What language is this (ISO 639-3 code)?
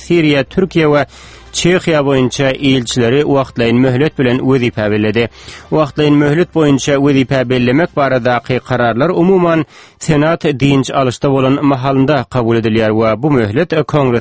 tuk